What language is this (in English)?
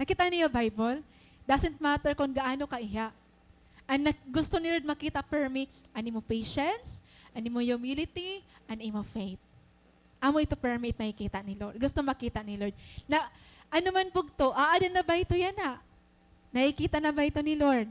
Waray